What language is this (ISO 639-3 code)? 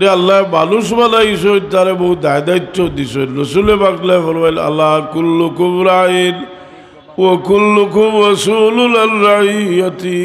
syl